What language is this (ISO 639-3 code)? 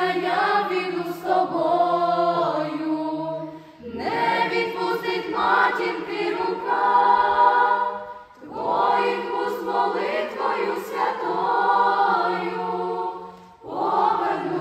ukr